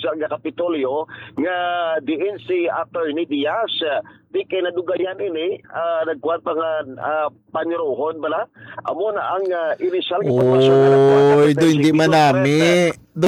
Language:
Hiligaynon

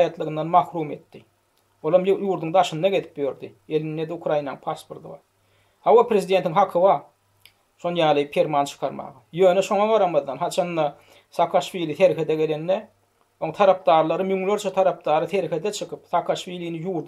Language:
Turkmen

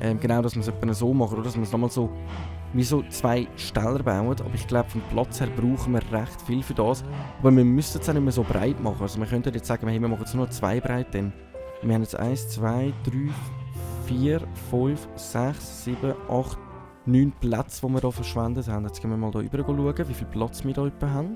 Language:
Swiss German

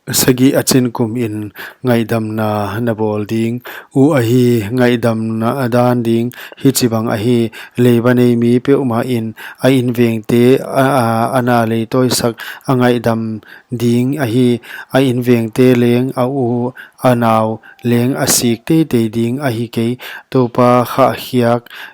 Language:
Paite Chin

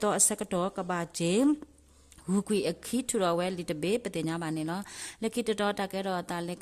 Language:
S'gaw Karen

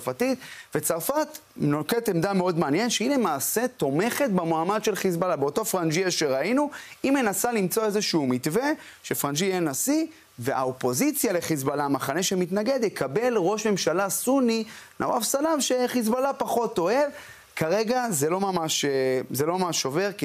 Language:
Hebrew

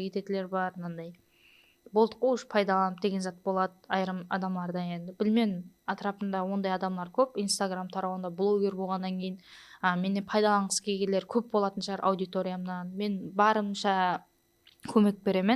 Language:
Kara-Kalpak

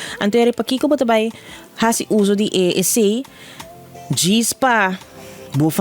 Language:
Papiamento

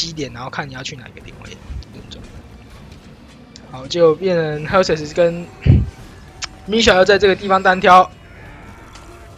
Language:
Chinese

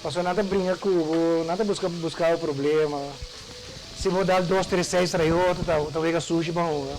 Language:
Papiamento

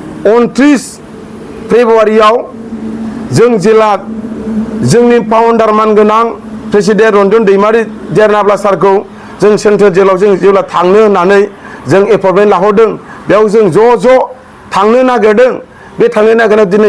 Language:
Bodo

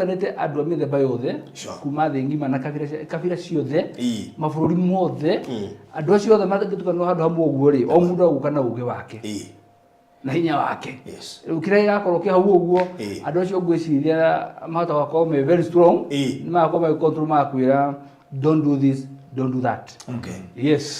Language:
Kikuyu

